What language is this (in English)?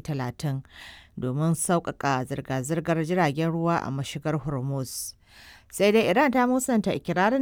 Hausa